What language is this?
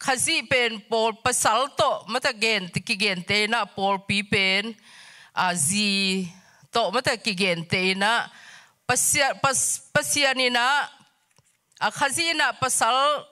Tedim Chin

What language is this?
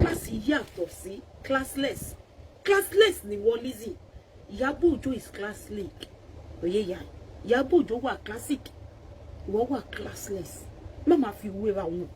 Yoruba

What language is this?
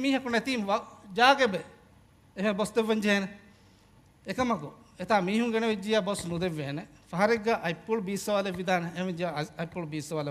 Divehi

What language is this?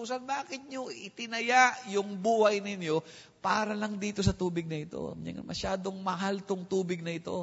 Filipino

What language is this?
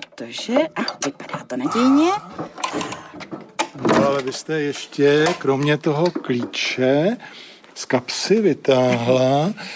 Czech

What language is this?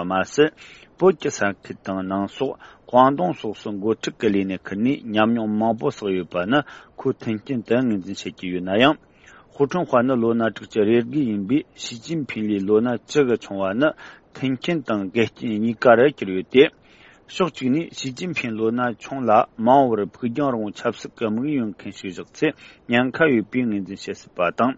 Tibetan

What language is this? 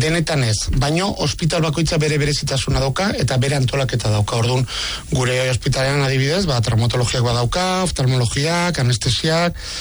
Basque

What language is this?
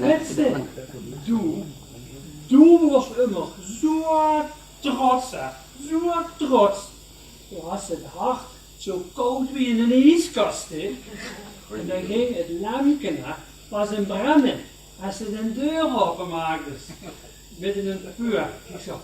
Limburgish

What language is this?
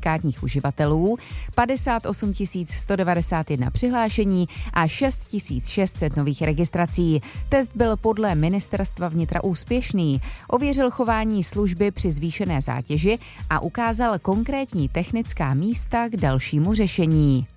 Czech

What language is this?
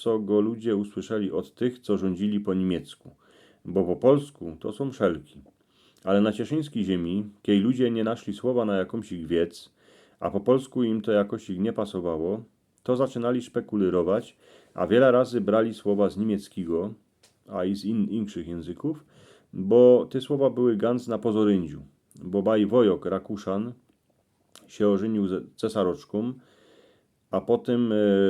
Silesian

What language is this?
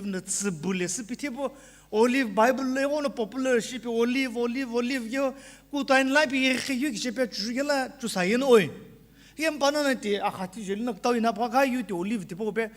Sumi Naga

